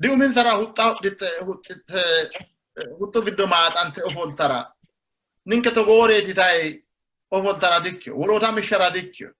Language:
Sidamo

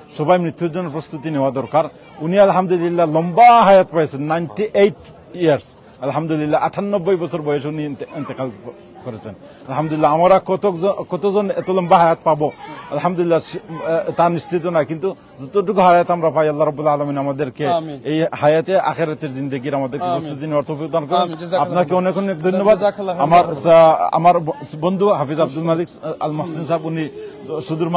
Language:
Sylheti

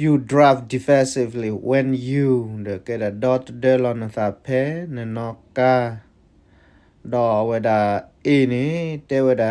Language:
S'gaw Karen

